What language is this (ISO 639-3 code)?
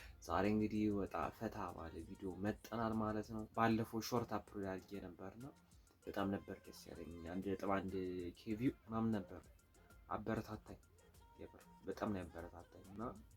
amh